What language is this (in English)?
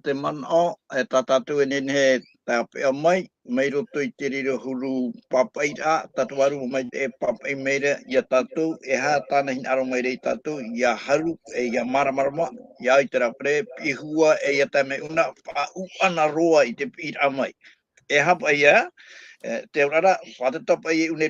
Tahitian